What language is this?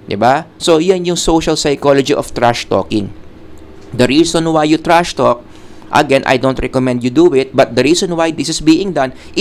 Filipino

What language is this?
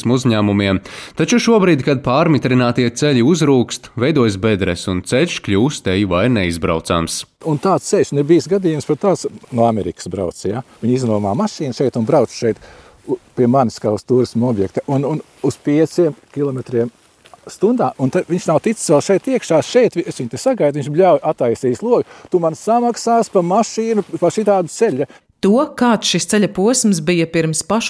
Latvian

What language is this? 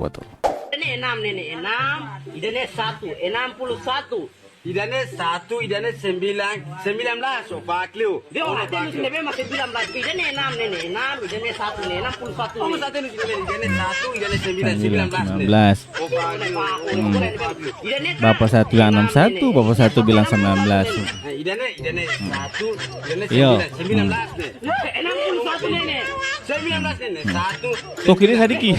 Ambonese Malay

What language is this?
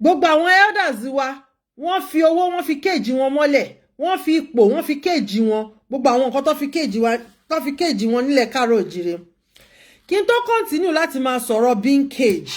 Yoruba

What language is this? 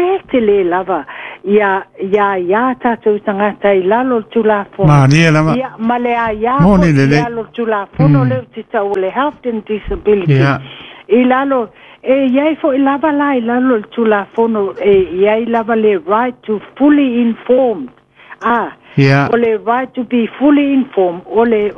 Samoan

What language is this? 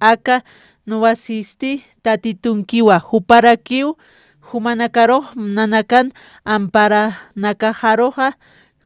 Aymara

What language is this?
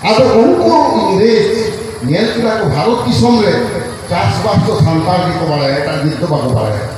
Santali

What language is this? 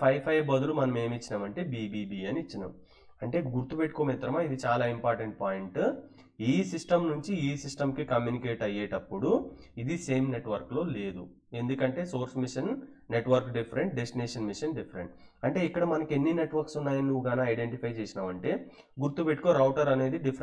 Telugu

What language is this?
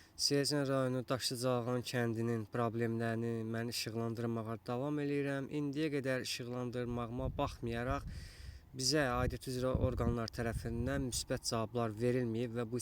Azerbaijani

